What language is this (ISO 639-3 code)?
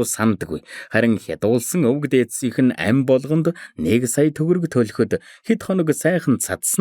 mon